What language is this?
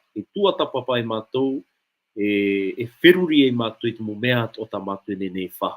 Tahitian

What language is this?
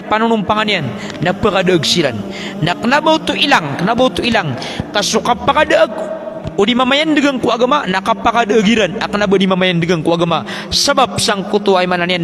Maranao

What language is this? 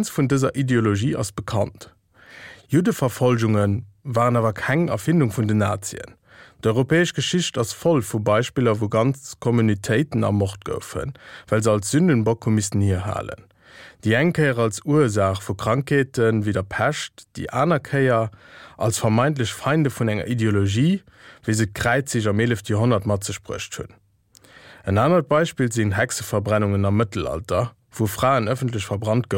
Luxembourgish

